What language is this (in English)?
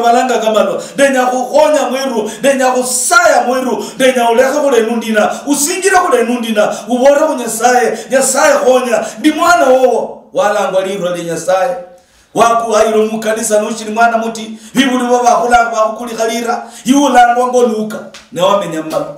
Luyia